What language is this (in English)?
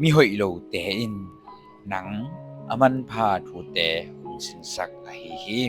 Tedim Chin